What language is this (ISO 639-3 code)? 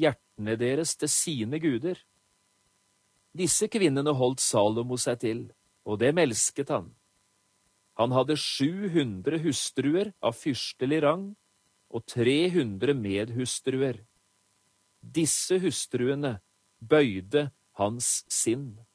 nor